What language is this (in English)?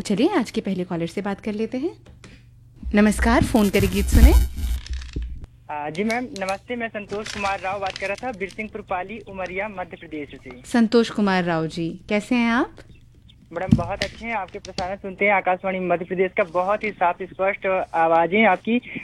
Hindi